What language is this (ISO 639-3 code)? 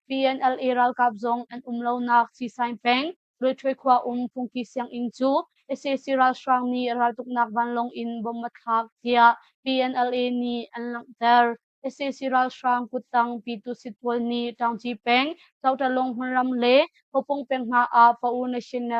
cnh